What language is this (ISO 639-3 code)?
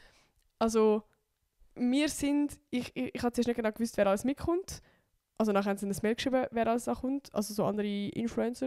gsw